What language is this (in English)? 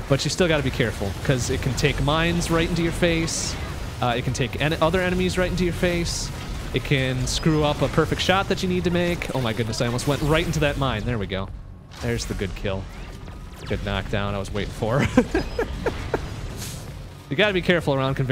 English